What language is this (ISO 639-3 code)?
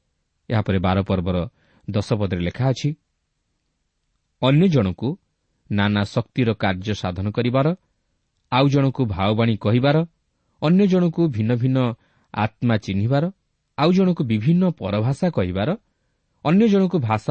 ori